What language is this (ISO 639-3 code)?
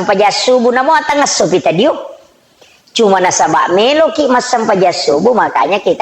bug